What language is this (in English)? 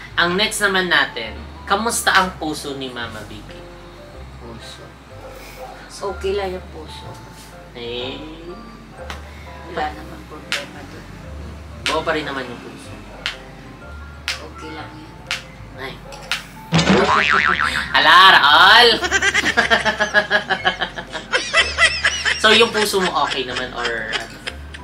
Filipino